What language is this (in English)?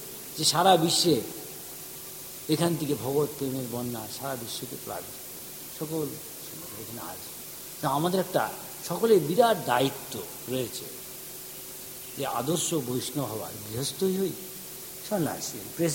Bangla